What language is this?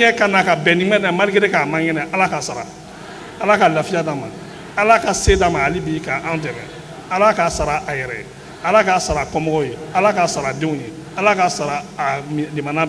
Bambara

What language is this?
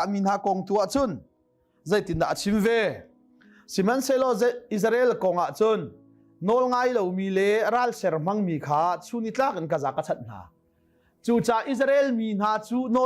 Hakha Chin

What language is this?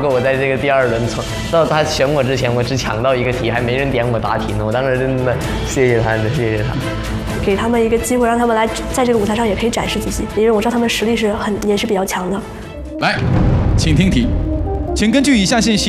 Chinese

